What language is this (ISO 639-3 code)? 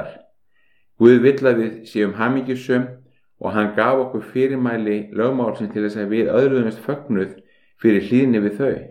isl